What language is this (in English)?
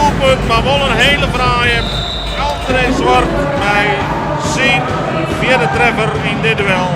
Western Frisian